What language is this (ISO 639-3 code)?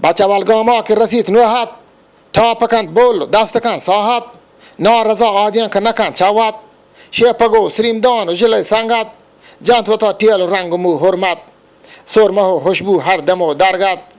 bgp